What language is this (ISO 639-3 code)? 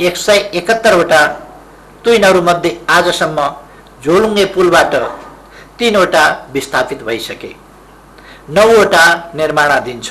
nep